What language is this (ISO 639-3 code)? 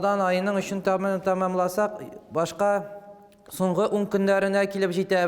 tat